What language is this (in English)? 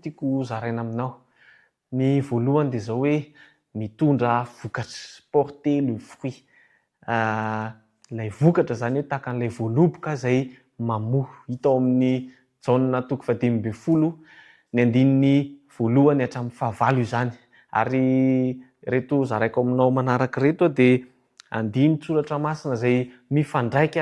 Malagasy